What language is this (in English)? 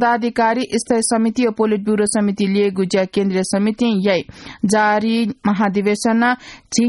Newari